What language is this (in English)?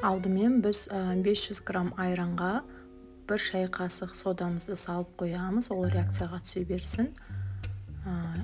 Kazakh